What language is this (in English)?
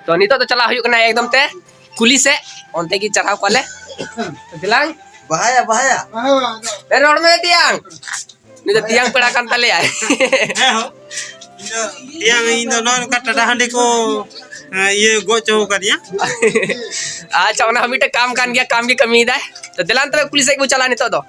Santali